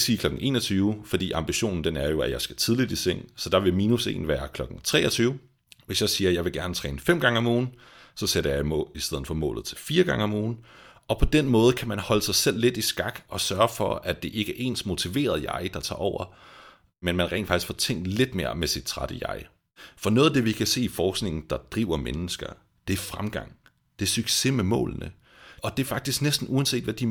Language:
Danish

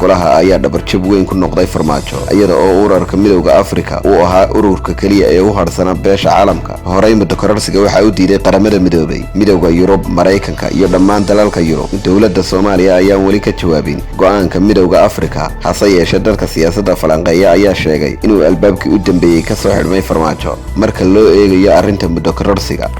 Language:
Somali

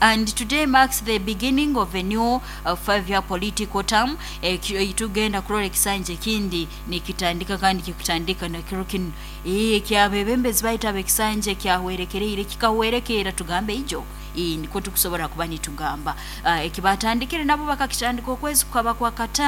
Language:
Nyoro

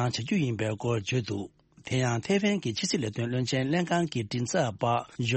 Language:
Tibetan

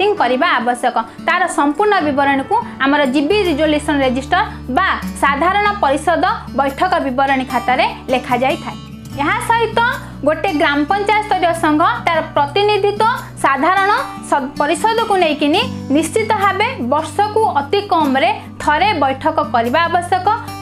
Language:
Odia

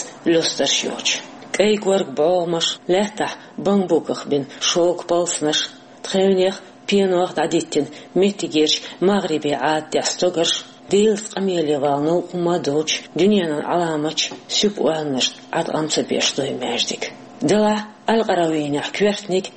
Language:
Chechen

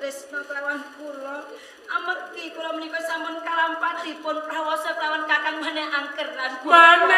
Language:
Javanese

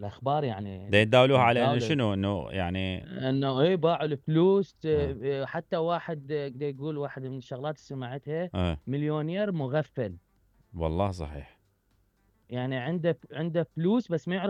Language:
Mesopotamian Arabic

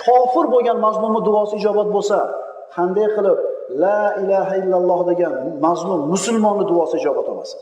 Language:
Uzbek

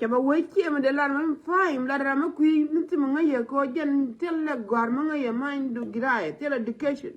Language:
Nuer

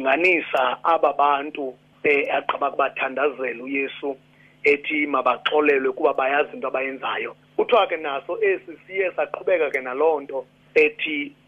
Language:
Xhosa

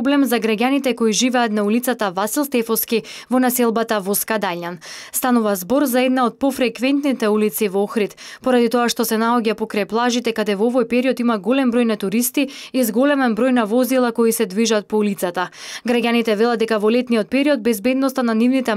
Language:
Macedonian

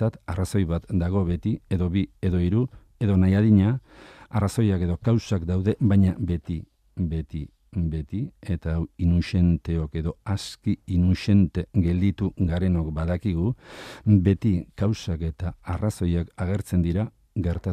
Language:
Basque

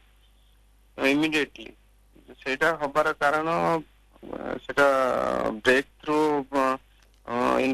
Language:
Odia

